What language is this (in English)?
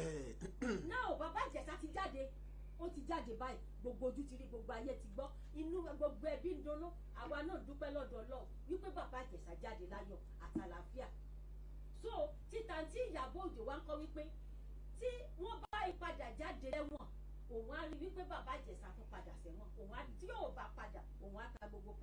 Yoruba